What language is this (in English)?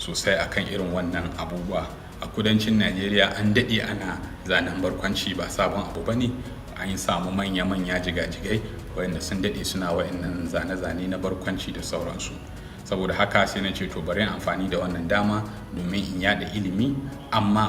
Hausa